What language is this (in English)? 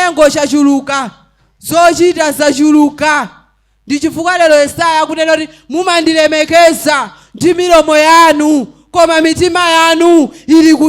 Nyanja